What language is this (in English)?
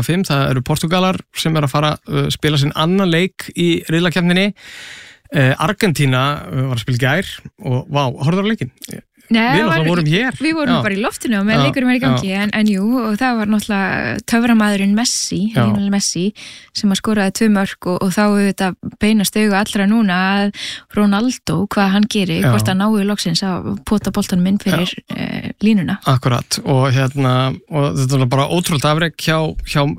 Icelandic